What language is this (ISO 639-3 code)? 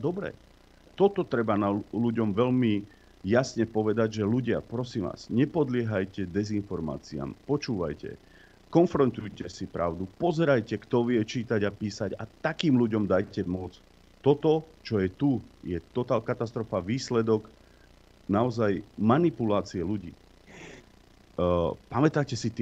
slk